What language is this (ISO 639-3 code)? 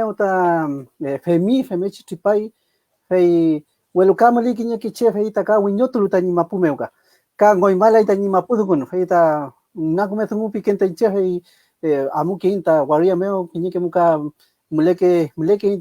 arn